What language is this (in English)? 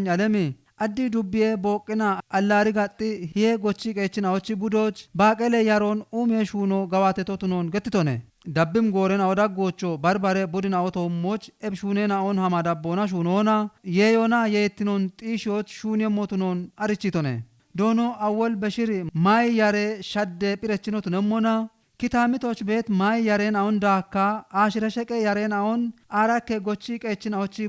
Kafa